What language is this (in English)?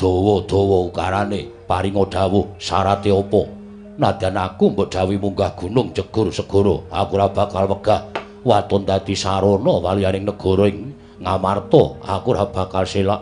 Javanese